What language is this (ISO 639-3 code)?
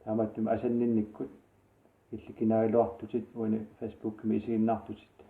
kal